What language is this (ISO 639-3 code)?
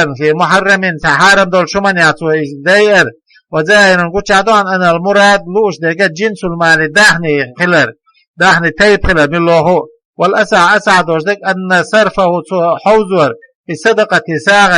che